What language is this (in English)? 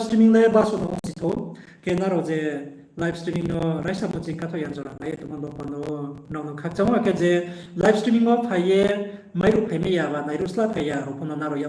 Riang (India)